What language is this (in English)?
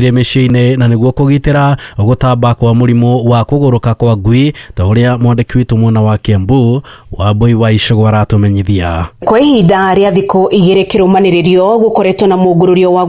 Kikuyu